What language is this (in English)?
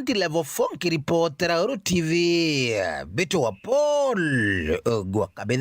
Meru